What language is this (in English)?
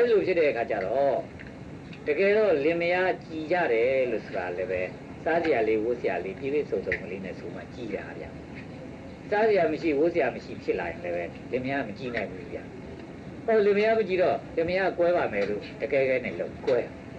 Burmese